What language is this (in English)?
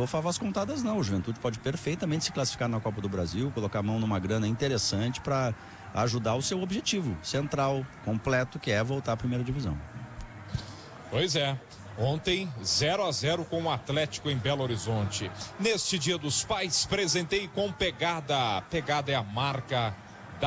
Portuguese